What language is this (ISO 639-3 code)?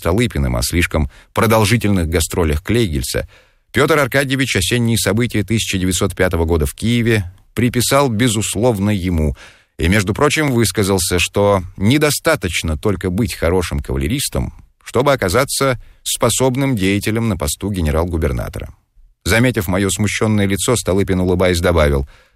rus